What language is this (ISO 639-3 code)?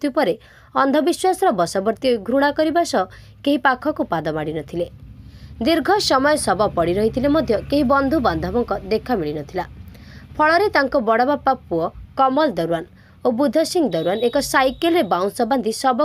ori